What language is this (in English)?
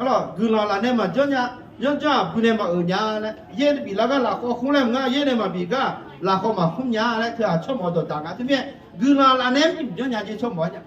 Akha